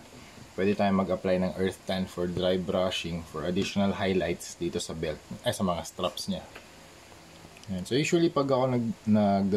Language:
Filipino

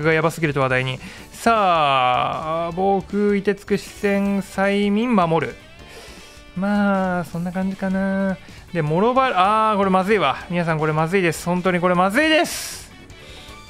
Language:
Japanese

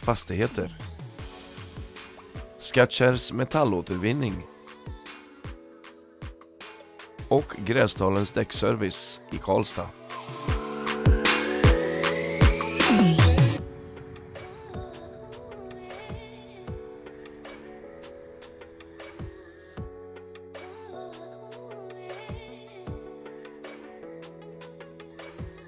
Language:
Swedish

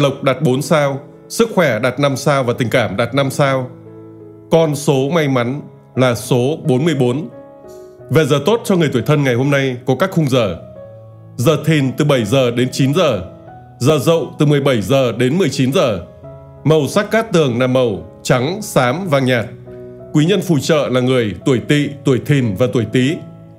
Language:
Vietnamese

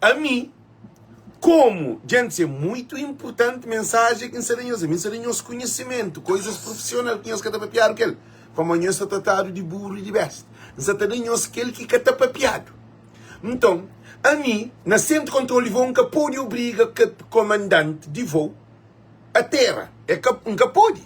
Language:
Kabuverdianu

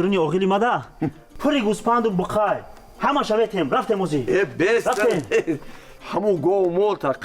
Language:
Tajik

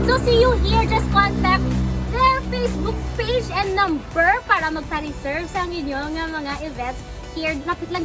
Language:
Hiligaynon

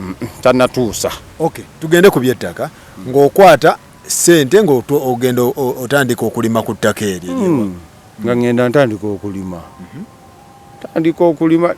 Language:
Ganda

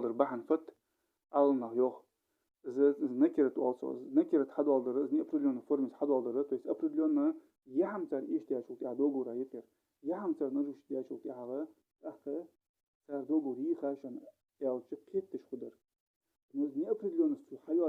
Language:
Ingush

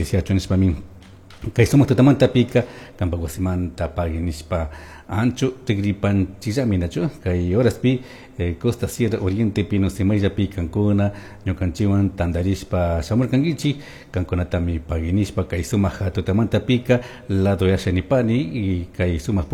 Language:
Chimborazo Highland Quichua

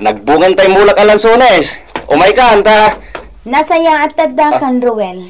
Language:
Iloko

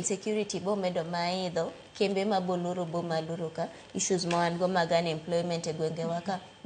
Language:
Luo (Kenya and Tanzania)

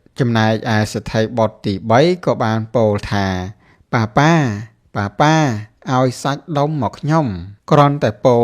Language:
Khmer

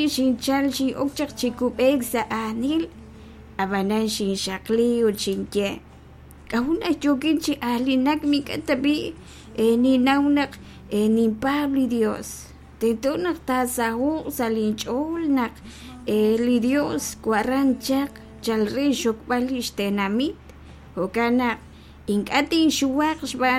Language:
Kekchí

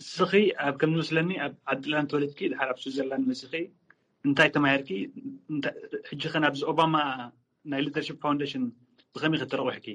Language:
Tigrinya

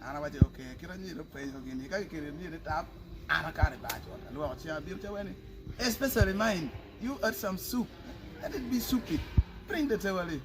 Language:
Acoli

